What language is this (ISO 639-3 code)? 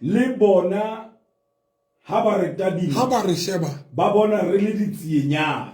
sot